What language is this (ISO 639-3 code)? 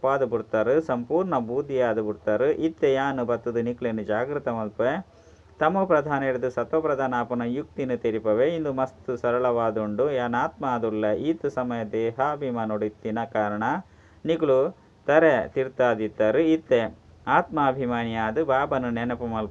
tcy